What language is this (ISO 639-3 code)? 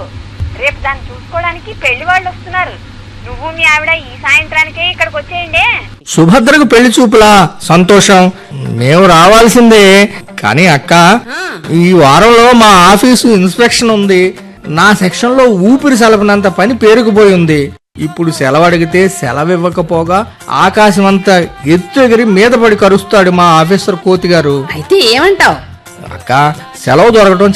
tel